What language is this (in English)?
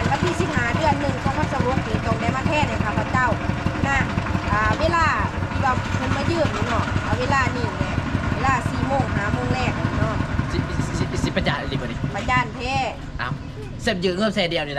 Lao